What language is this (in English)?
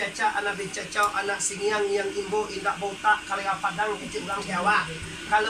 Minangkabau